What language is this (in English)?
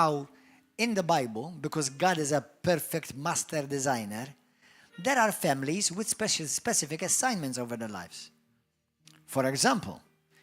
English